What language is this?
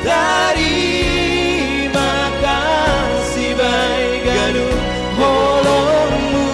Batak Simalungun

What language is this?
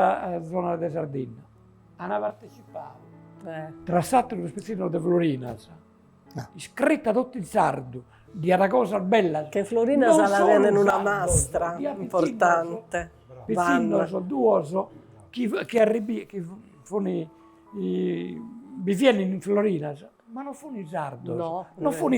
Sardinian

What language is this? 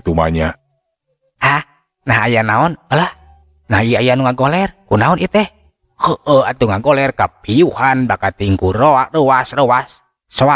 Sundanese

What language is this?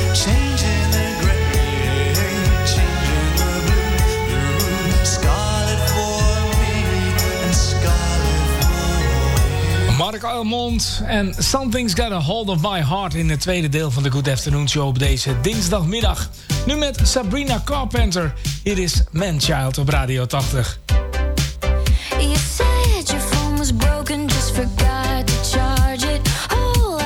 Dutch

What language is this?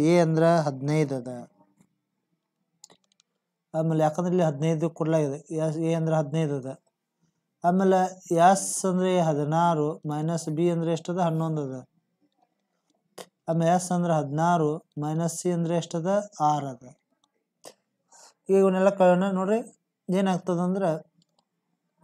Kannada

